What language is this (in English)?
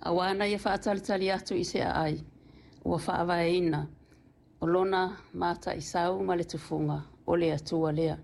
Samoan